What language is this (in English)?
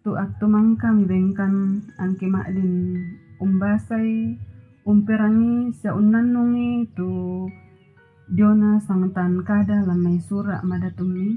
Toraja-Sa'dan